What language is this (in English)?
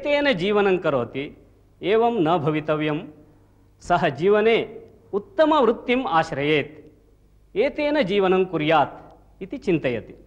Sanskrit